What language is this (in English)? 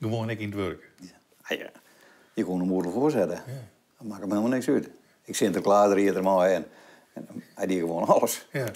Western Frisian